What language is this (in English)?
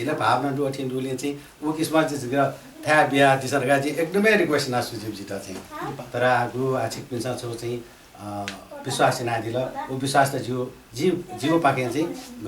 Newari